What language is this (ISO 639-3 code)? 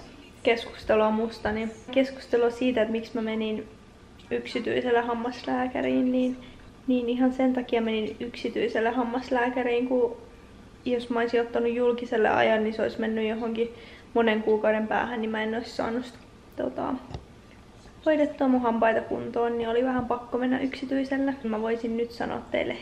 fin